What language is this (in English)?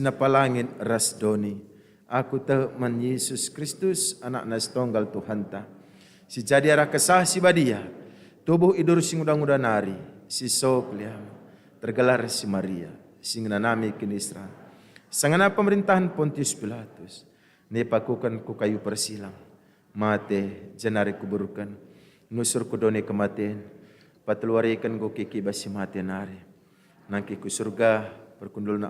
Batak Karo